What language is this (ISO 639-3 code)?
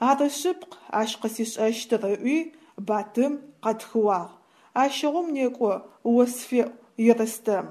ady